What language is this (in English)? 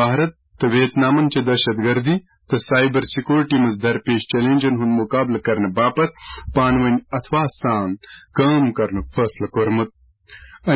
Kashmiri